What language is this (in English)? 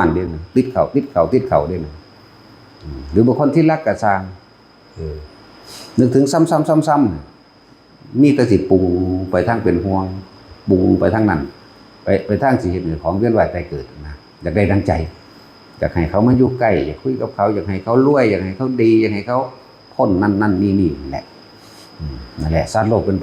Northeastern Thai